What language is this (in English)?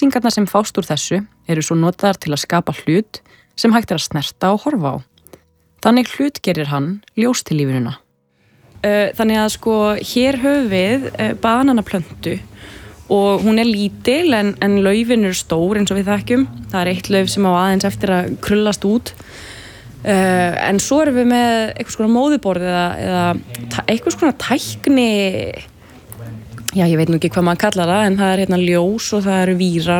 Icelandic